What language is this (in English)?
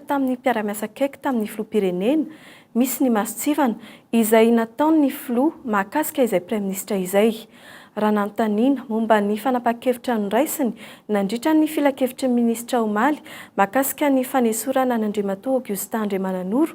Malagasy